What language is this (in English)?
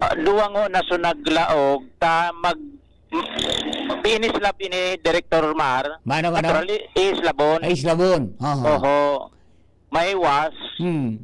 Bikol